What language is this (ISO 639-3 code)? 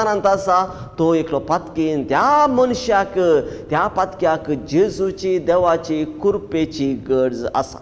kok